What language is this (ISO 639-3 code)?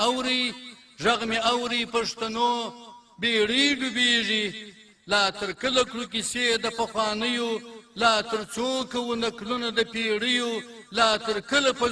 pus